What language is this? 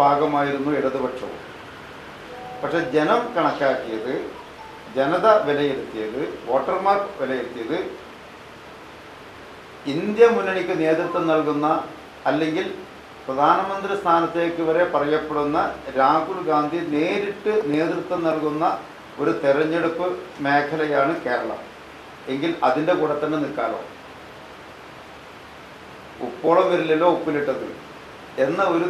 Malayalam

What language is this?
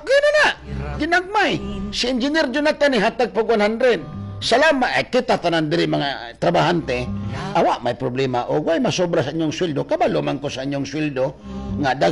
Cebuano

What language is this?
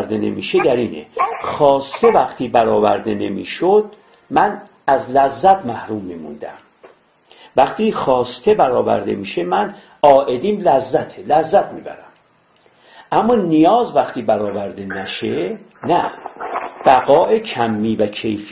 Persian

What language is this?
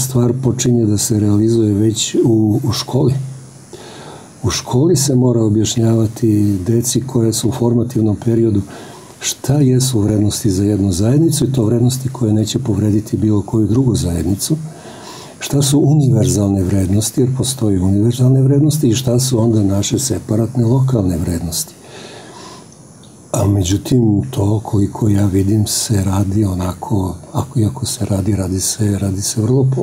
Serbian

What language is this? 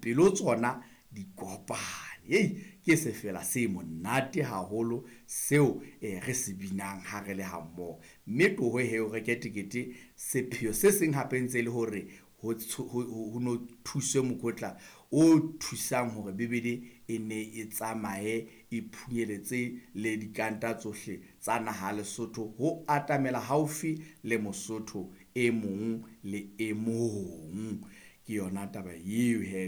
Southern Sotho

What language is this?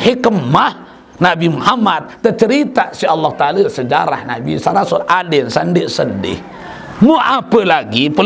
Sasak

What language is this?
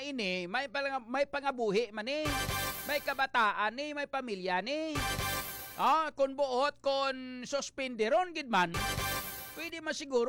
Hiligaynon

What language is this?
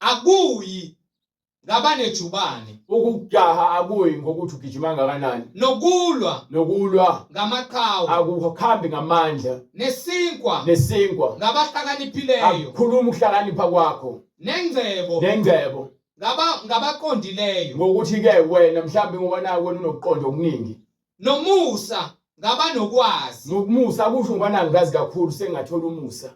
Zulu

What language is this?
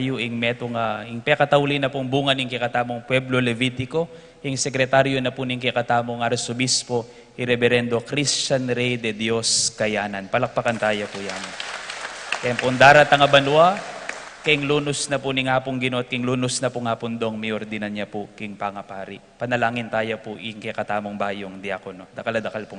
Pampanga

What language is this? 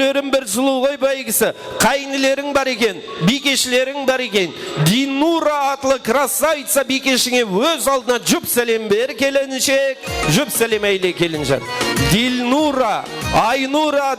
Kara-Kalpak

